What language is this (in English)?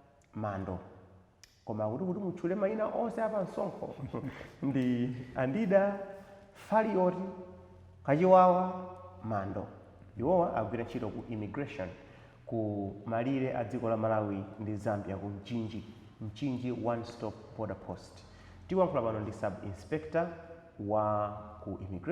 Nyanja